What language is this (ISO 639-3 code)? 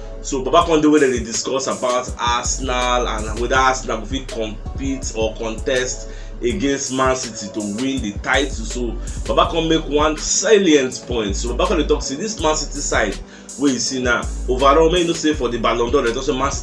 pcm